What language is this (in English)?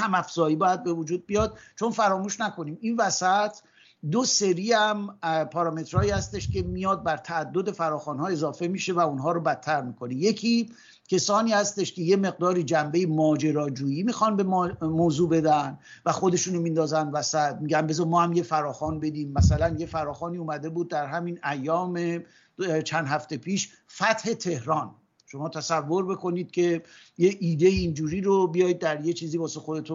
Persian